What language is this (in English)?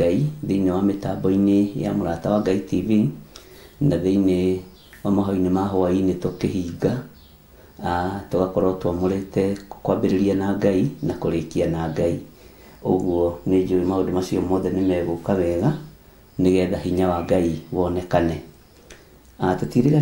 Kikuyu